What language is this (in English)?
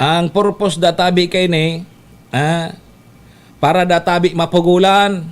Bikol